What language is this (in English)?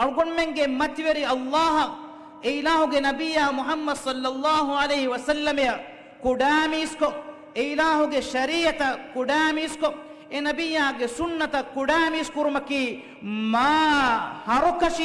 Divehi